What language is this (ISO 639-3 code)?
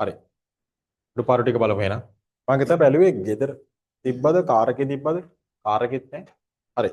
sin